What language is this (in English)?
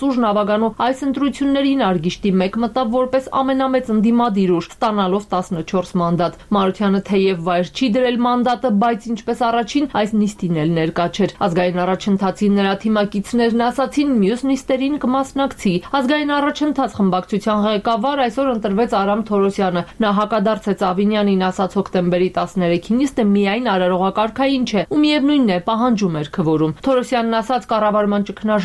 Armenian